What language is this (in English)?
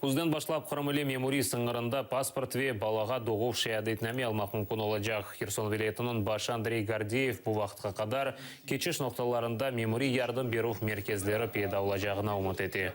Crimean Tatar